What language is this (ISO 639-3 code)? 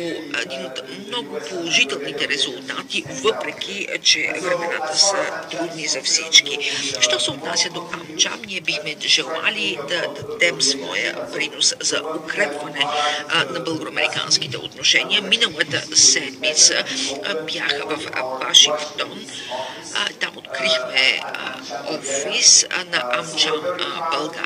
bul